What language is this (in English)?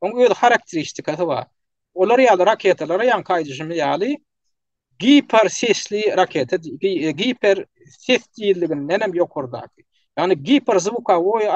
Turkmen